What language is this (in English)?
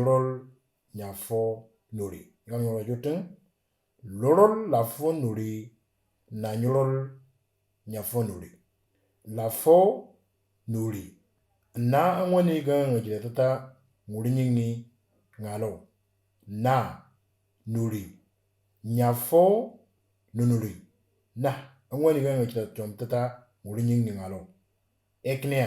Moro